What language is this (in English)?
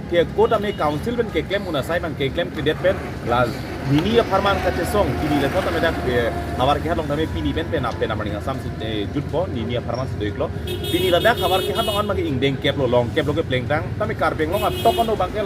Karbi